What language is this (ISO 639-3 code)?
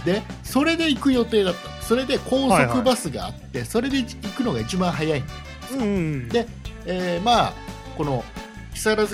jpn